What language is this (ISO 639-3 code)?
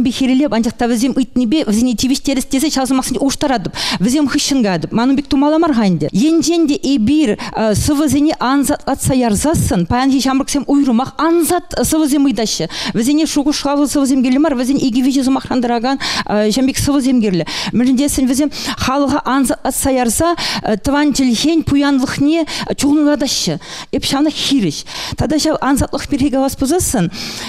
chv